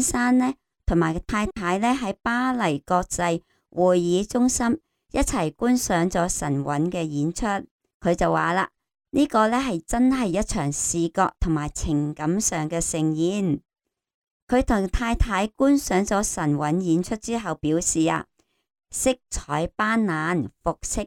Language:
Cantonese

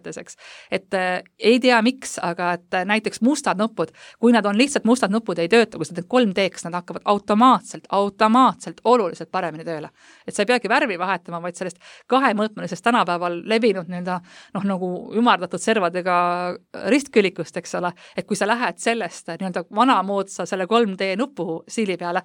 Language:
Estonian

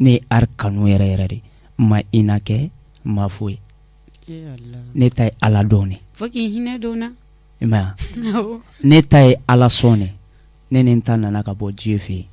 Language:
Bambara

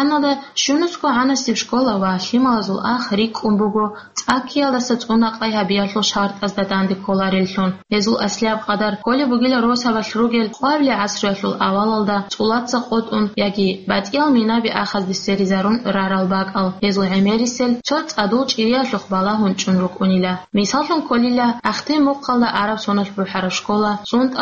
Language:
Avaric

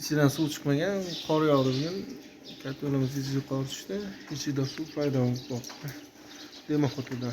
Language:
Uzbek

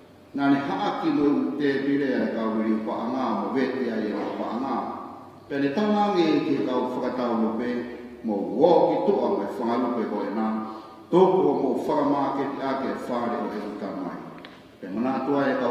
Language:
Tongan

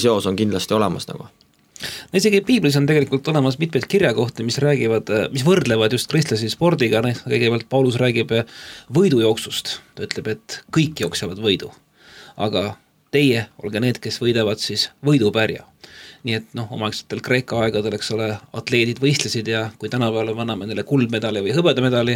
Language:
Estonian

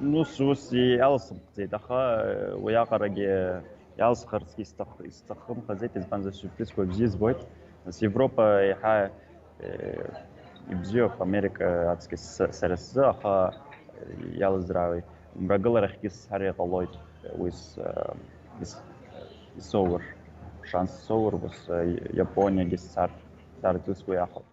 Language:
Abkhazian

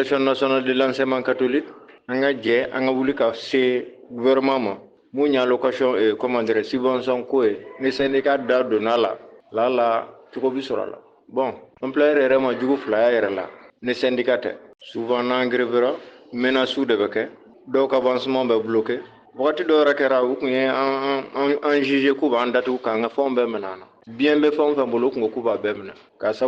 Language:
Bambara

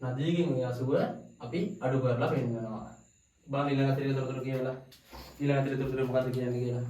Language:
Sinhala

